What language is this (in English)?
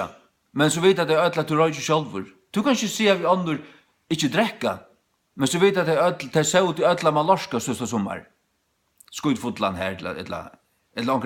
Faroese